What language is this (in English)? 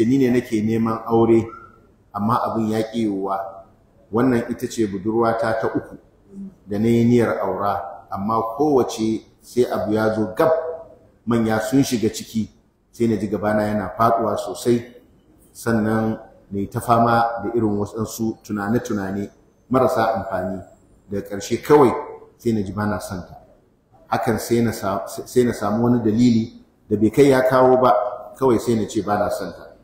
Hausa